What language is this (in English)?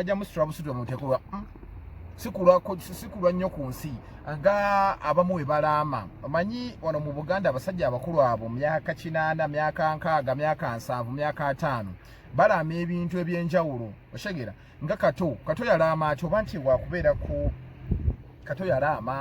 Ganda